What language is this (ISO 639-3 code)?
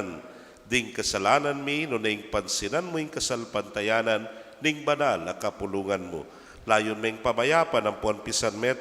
pam